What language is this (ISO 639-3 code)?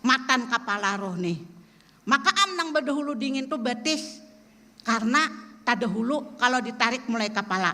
bjn